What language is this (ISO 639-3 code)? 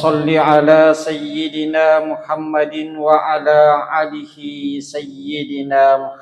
bug